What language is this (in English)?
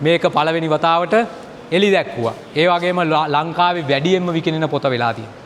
Sinhala